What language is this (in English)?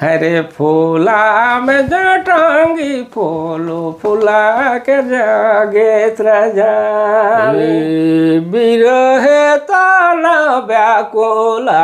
Sadri